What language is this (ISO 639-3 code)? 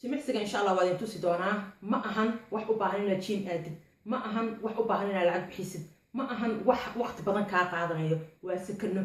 som